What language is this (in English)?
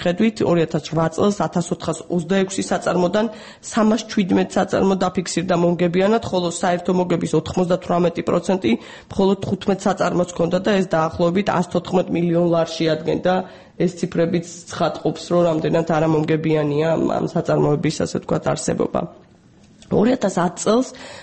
Georgian